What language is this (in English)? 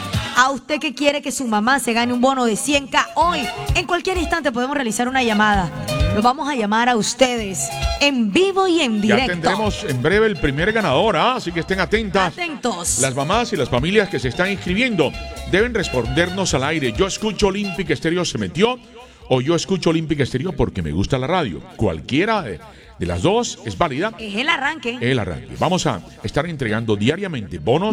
Spanish